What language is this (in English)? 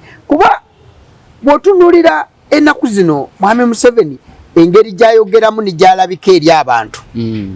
Ganda